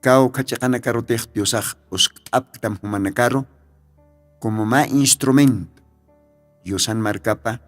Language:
Aymara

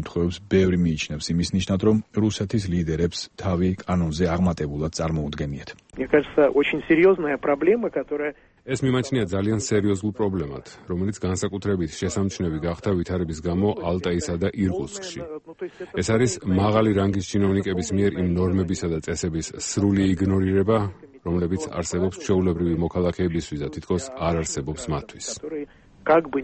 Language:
Georgian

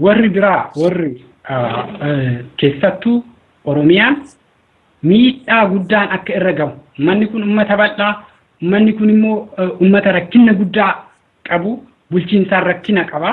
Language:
Oromo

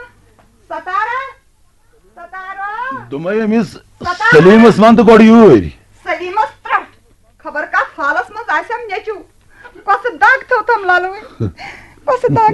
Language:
Kashmiri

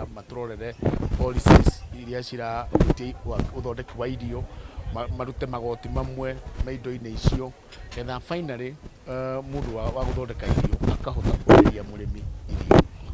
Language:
Kikuyu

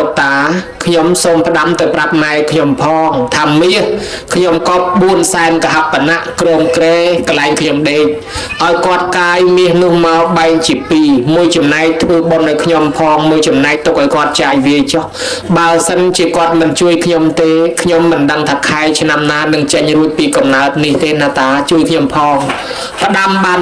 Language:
Khmer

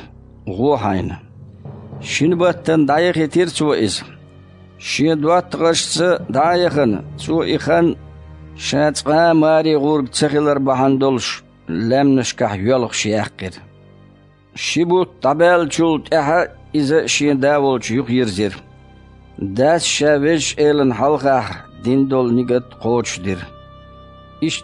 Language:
Chechen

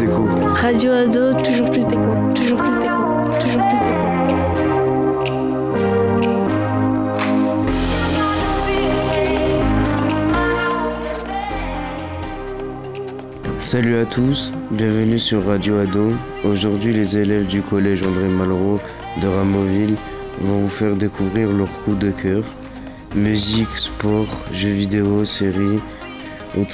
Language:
French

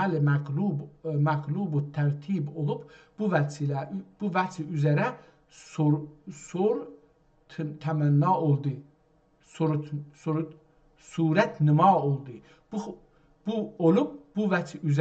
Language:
South Azerbaijani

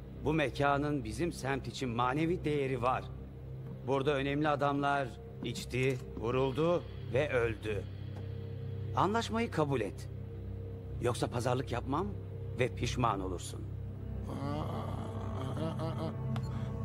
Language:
Turkish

